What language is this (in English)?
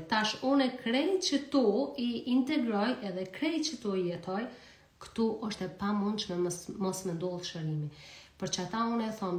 Albanian